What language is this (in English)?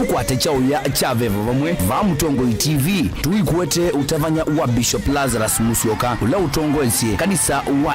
Kamba